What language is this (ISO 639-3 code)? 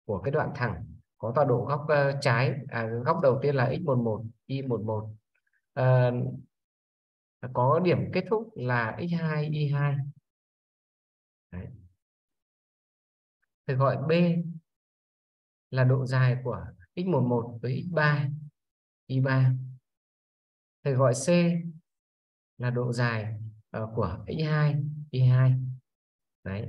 vie